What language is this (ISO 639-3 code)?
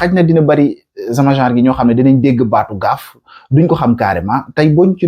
wol